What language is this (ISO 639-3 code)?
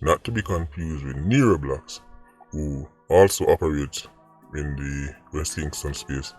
jam